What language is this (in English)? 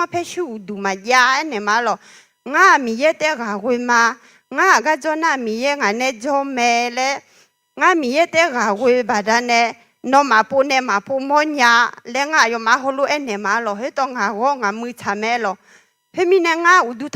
Akha